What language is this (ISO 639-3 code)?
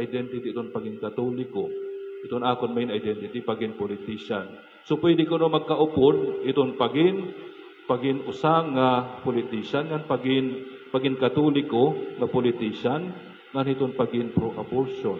war